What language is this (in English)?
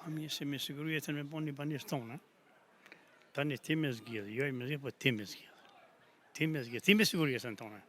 Albanian